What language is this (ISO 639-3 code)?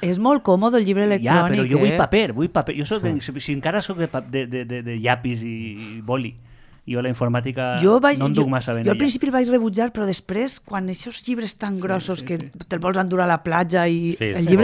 cat